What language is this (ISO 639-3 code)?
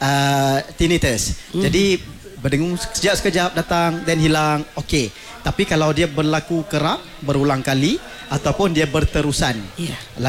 msa